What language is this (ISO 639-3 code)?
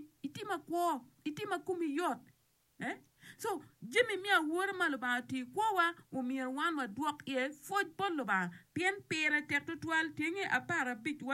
ach